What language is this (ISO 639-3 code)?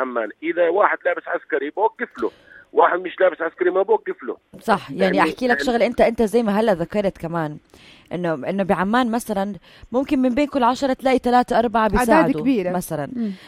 apc